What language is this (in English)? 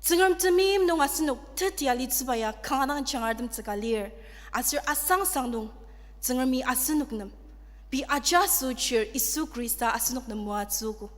Ao Naga